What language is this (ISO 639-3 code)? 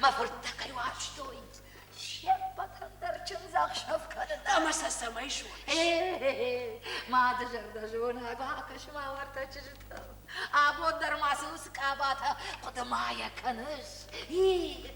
oss